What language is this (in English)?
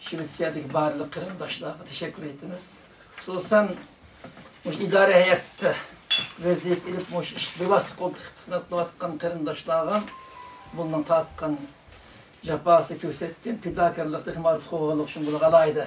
Uyghur